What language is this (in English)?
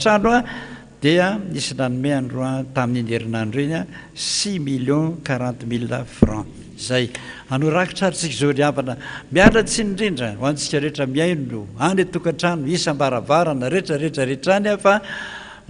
Malagasy